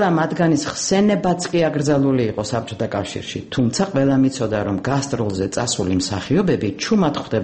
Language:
Georgian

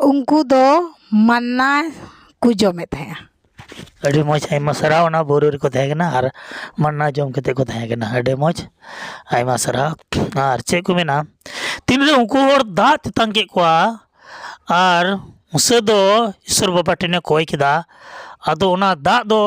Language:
Santali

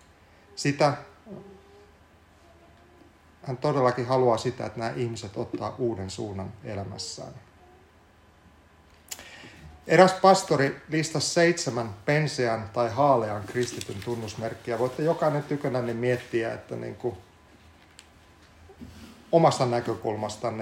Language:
Finnish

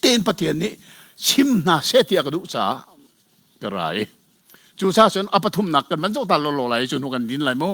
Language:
Hakha Chin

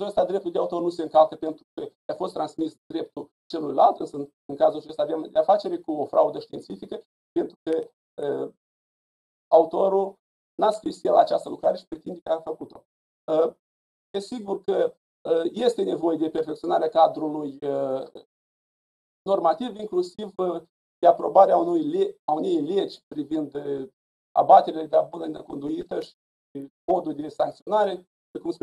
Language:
Romanian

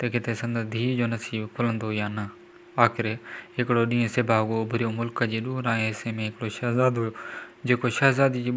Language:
Sindhi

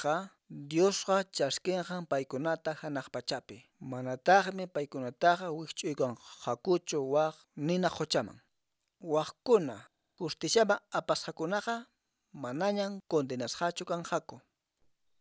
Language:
Quechua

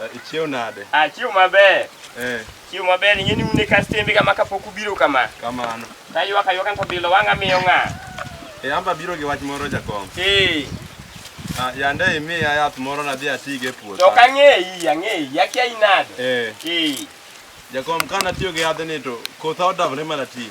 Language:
Luo (Kenya and Tanzania)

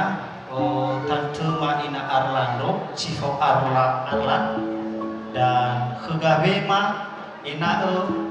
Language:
Nias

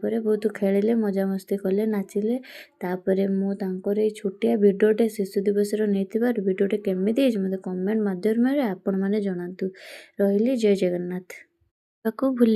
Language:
Odia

